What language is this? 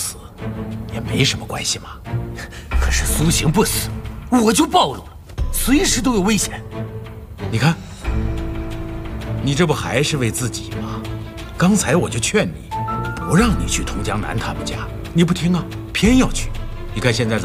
Chinese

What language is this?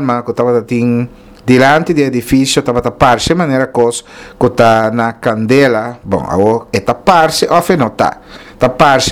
Papiamento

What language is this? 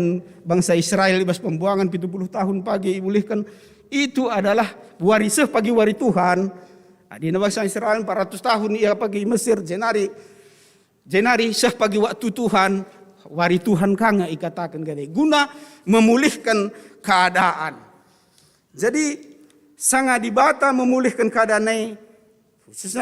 Batak Karo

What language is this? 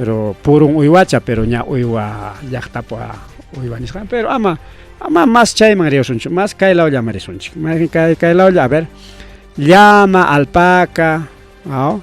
Ayacucho Quechua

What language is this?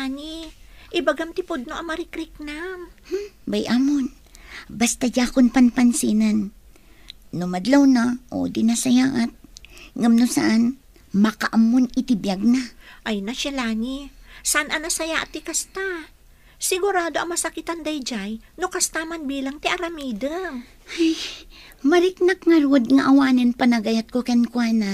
Iloko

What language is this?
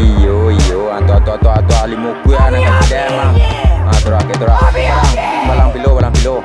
Minangkabau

